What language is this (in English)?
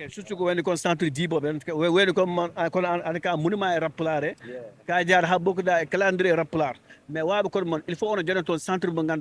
Fula